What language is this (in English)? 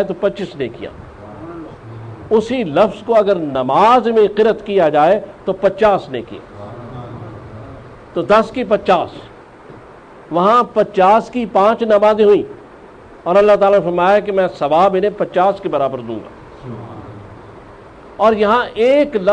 Urdu